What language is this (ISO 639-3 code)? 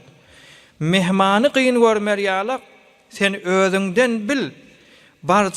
tuk